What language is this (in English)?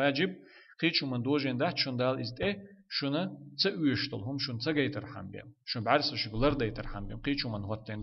Chechen